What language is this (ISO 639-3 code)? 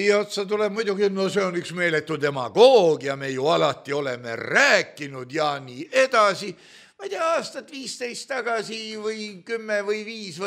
est